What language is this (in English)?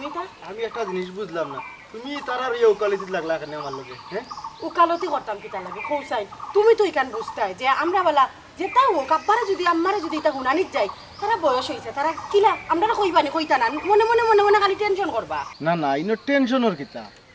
Sylheti